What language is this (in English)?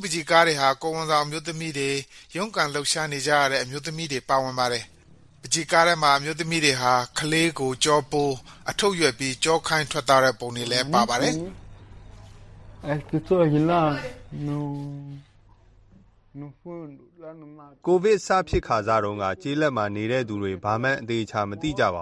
Burmese